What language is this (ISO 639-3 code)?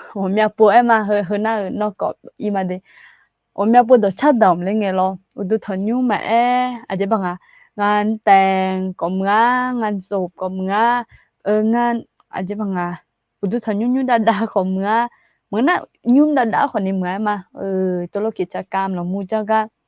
ahk